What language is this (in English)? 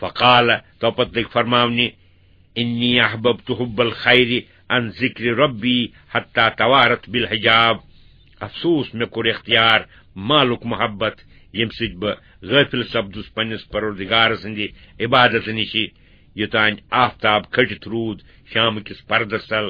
Kashmiri